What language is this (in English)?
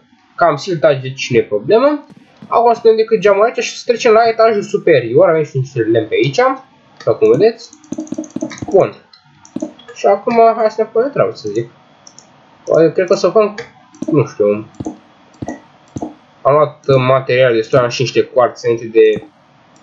Romanian